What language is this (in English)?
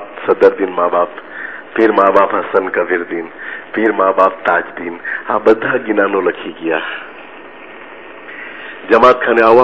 Gujarati